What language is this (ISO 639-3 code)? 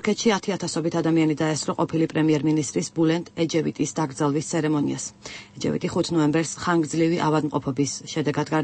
kat